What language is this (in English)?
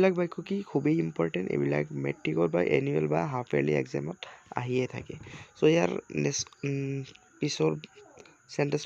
Assamese